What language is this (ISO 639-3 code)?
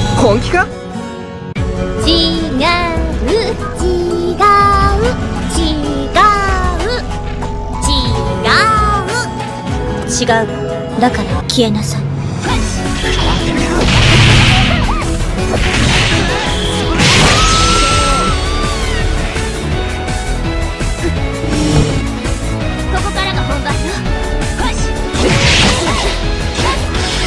jpn